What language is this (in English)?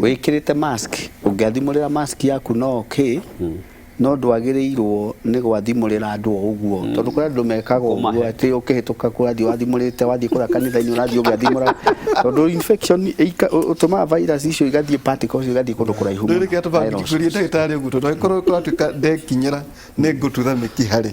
Kikuyu